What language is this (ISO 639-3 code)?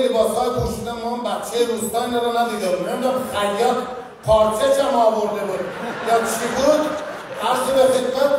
fas